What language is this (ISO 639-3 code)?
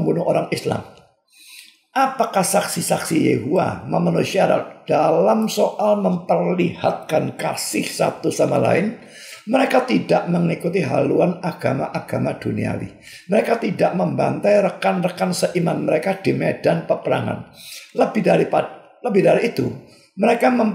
ind